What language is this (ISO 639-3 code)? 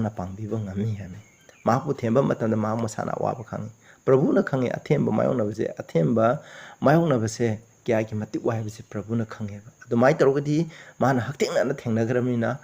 mni